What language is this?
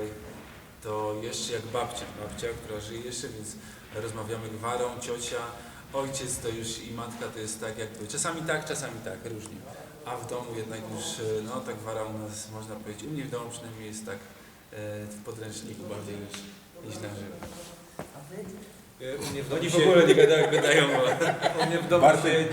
Silesian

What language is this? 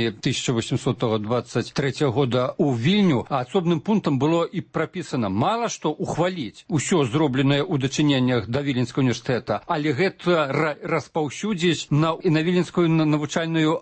Belarusian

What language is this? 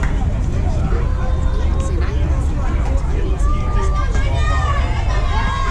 English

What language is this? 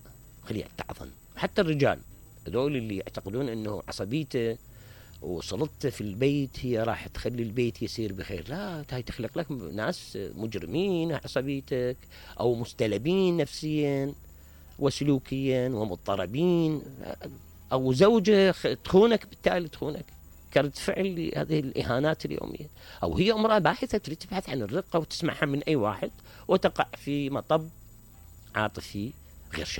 Mesopotamian Arabic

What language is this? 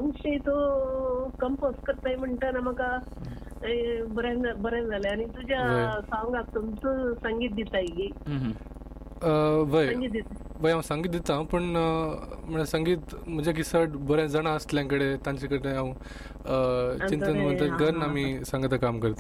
Konkani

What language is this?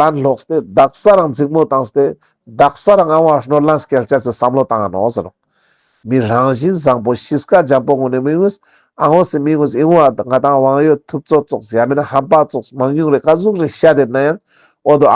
Ladakhi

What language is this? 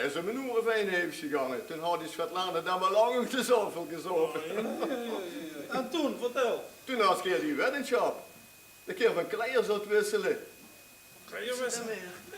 Limburgish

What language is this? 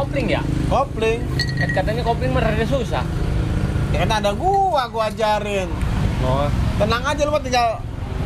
Betawi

